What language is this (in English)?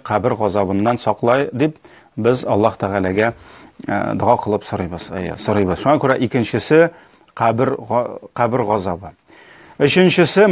Tatar